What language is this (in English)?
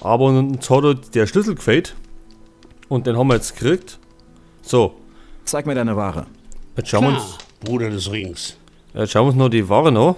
Bavarian